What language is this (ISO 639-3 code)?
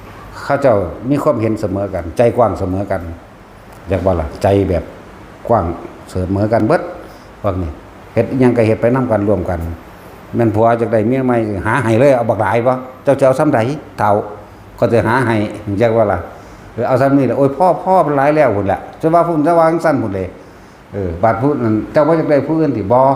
tts